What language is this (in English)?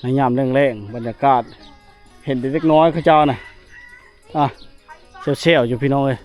Lao